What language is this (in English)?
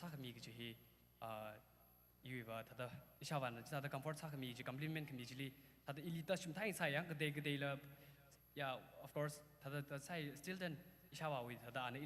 Tangkhul Naga (India)